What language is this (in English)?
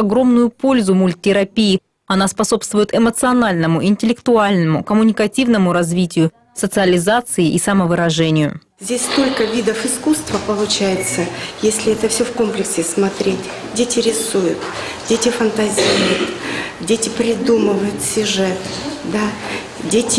Russian